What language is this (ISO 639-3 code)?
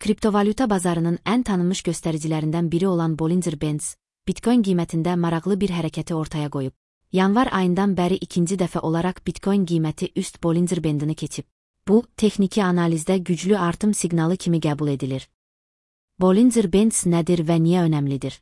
aze